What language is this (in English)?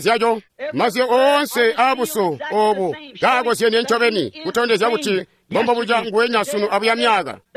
Tonga (Zambia)